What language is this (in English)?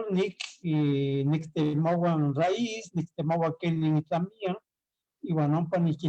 Eastern Huasteca Nahuatl